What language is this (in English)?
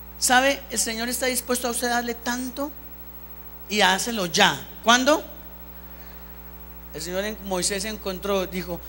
Spanish